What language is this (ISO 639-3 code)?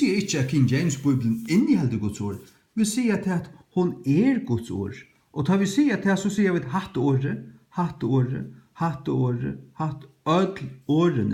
fao